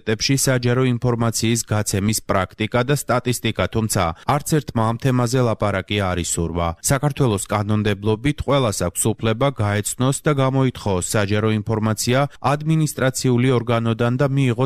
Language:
Georgian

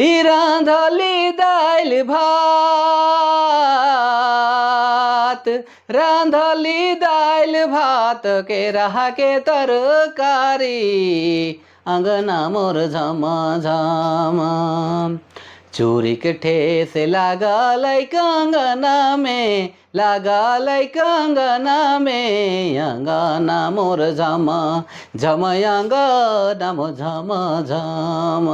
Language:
Sadri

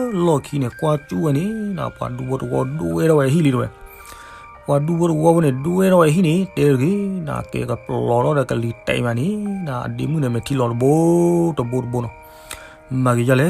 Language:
S'gaw Karen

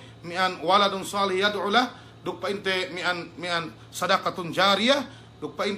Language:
Yakan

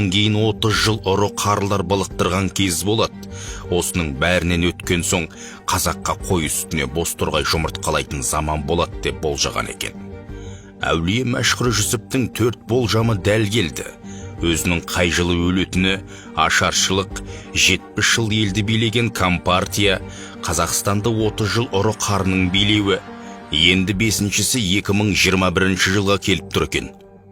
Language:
Kazakh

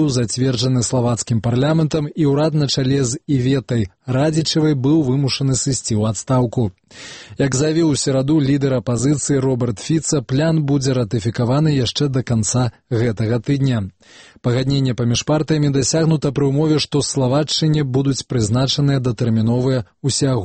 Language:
Belarusian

